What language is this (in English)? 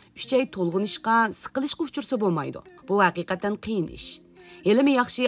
Uyghur